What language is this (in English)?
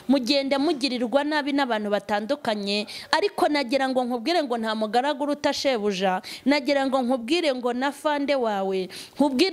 Kinyarwanda